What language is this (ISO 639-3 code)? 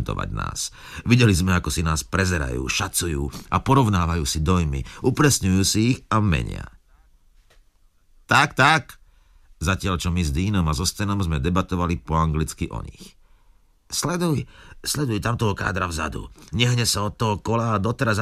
slk